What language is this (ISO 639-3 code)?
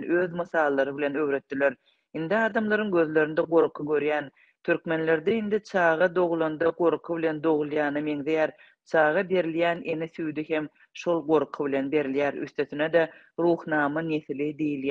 tuk